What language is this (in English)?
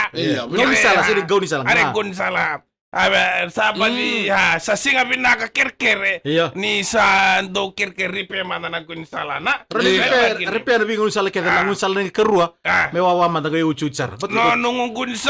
Fijian